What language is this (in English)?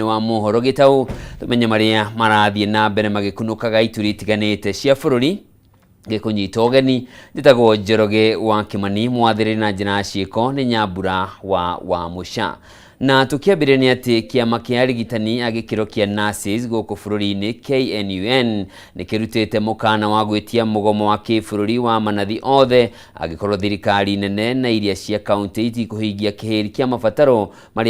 Kikuyu